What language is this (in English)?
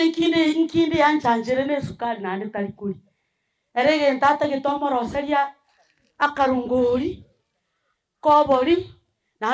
Gusii